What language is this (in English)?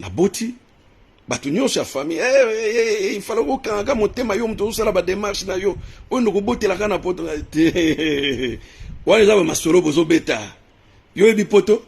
Lingala